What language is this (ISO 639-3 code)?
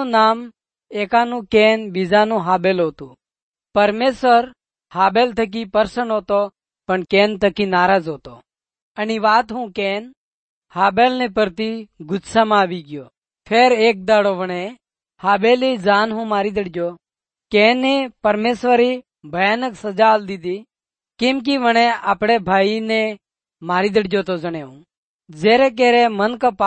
guj